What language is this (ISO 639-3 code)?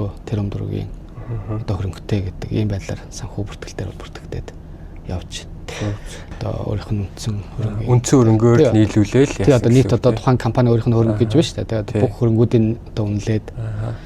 mon